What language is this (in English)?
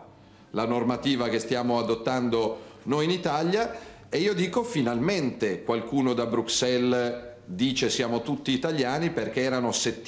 Italian